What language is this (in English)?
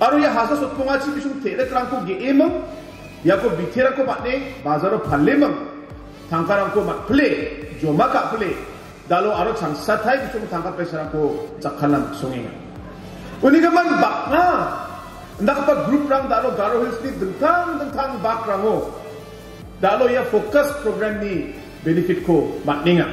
Garo